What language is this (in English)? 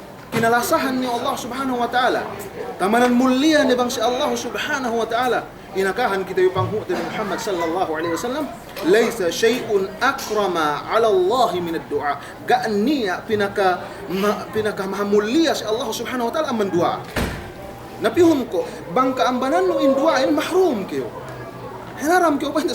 Yakan